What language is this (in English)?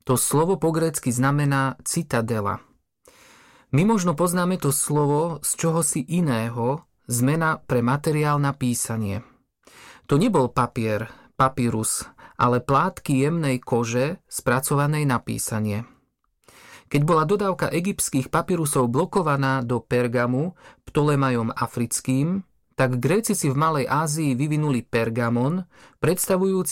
Slovak